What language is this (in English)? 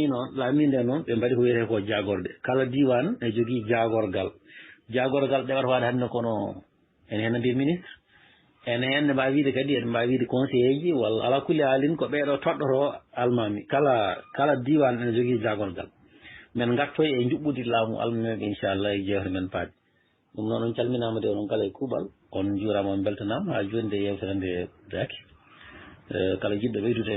Fula